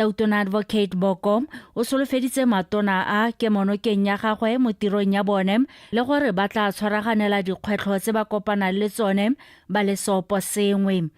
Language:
Tswana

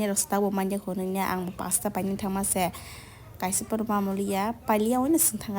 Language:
Kok Borok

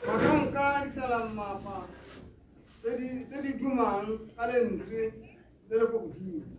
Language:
Tswana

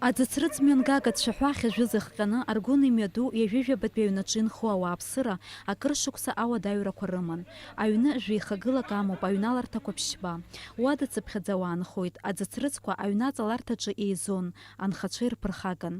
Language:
Abkhazian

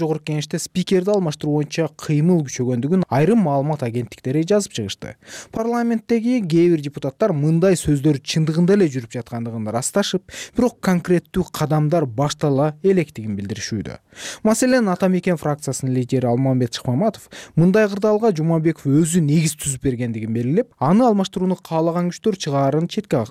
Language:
Kyrgyz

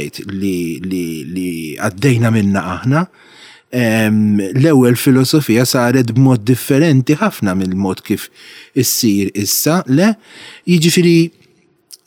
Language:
Maltese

